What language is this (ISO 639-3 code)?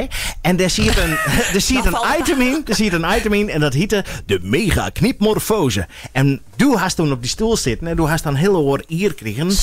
fry